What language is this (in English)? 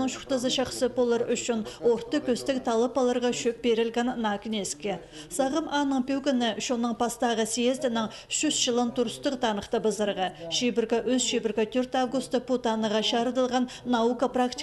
Khakas